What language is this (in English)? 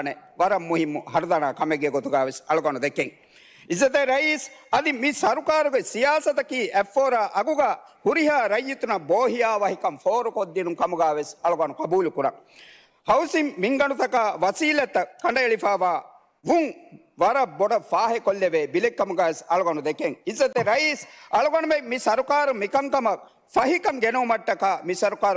Divehi